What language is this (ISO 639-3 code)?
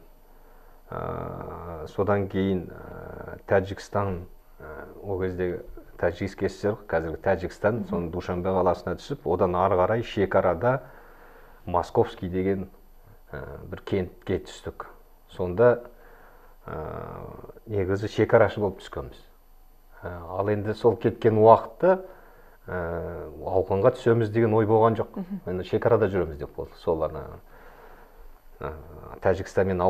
kaz